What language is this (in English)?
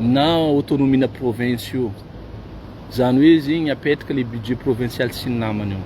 Malagasy